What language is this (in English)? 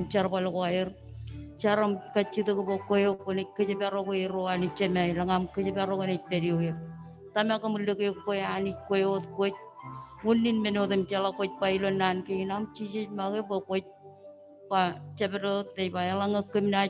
Marshallese